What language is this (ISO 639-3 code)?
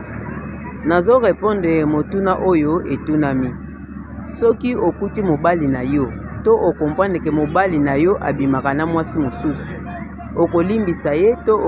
lin